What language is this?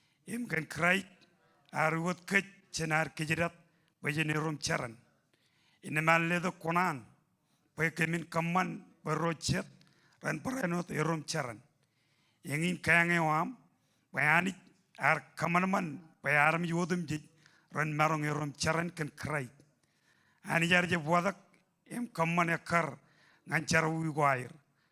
Marshallese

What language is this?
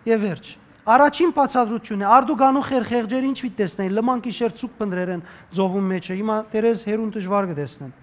Western Armenian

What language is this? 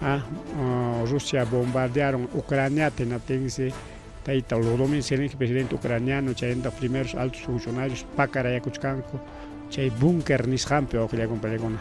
Ayacucho Quechua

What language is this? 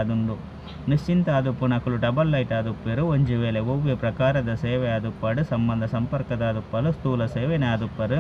Tulu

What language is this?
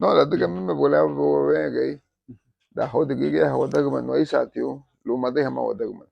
Garifuna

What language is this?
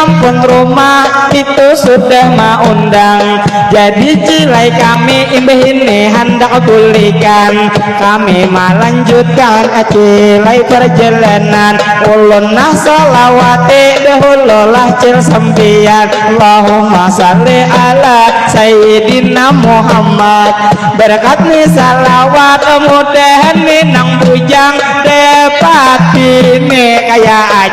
Banjar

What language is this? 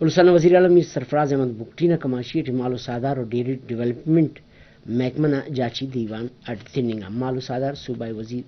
Brahui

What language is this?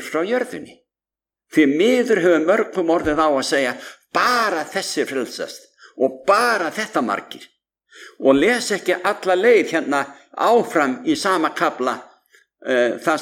Icelandic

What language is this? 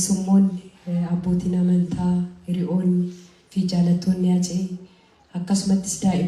Oromo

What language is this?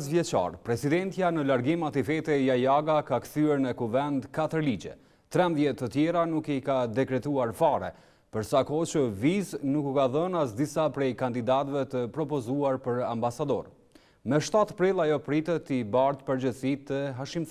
Albanian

